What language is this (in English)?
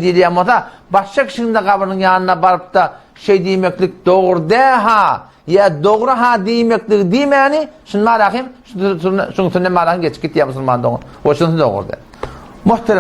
Turkmen